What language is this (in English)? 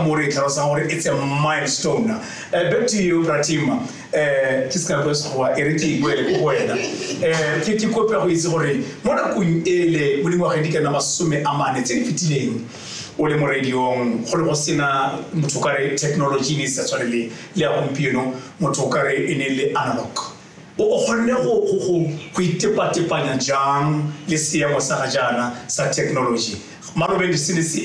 Tswana